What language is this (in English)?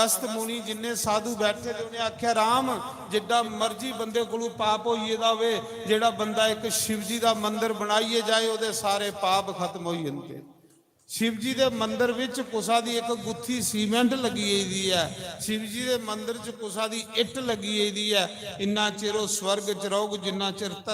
Dogri